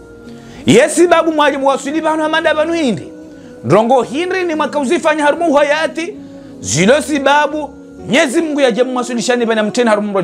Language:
Ngazidja Comorian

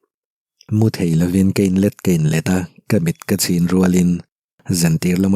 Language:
Mizo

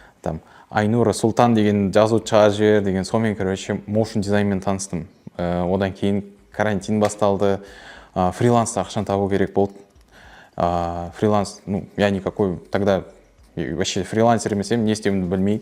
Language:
Kara-Kalpak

